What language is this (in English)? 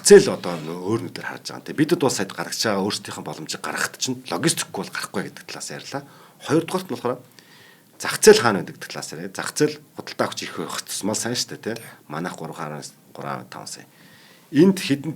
Mongolian